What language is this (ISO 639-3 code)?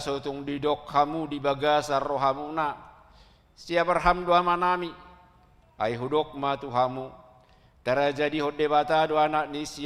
bbc